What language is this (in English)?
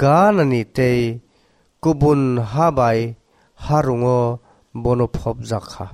Kok Borok